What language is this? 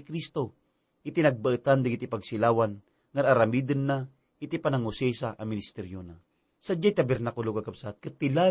Iloko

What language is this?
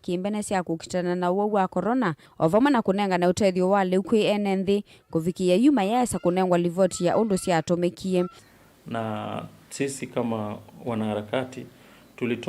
Kamba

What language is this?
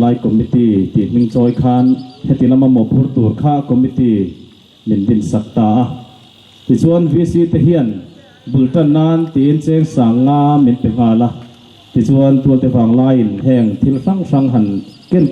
Mizo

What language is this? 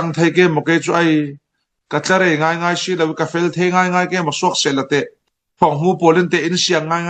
Falam Chin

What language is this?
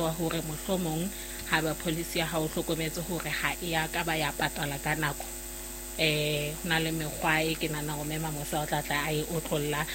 Southern Sotho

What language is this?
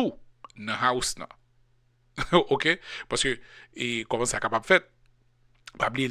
Haitian Creole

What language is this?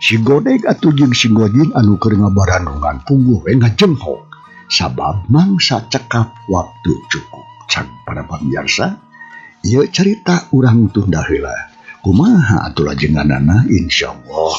Sundanese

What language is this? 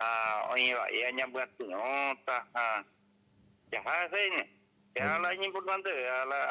Guarani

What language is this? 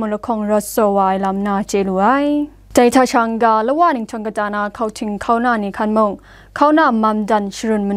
Kachin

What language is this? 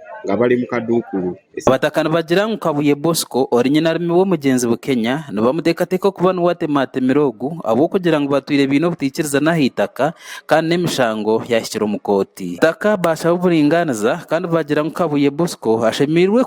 Nyankole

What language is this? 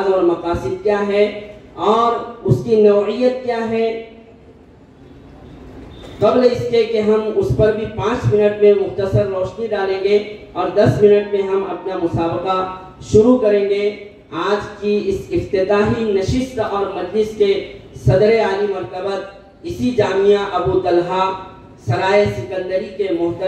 Urdu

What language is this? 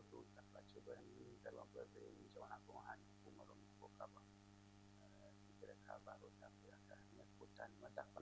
Ewe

